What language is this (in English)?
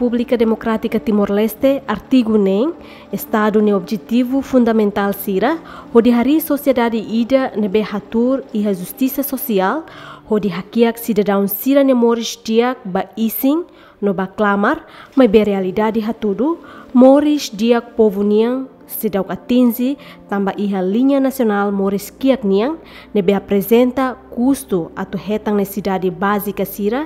Tetum